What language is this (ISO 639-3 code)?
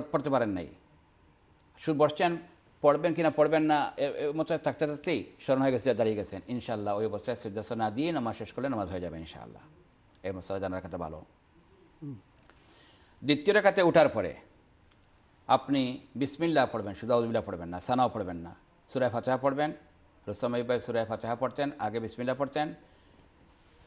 ben